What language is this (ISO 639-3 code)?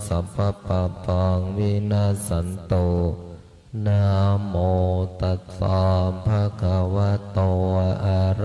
pli